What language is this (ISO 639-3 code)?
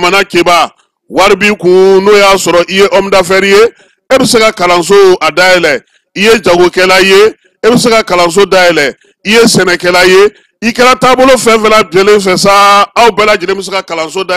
bam